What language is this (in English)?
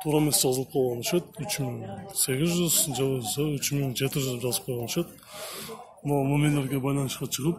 Kyrgyz